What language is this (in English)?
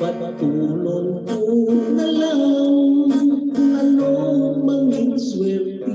Hiligaynon